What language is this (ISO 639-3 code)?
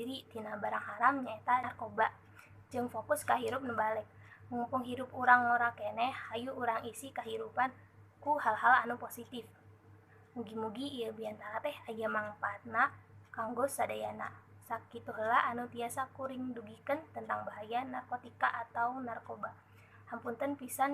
sun